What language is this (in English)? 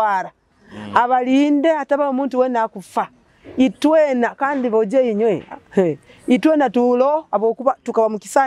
Nyoro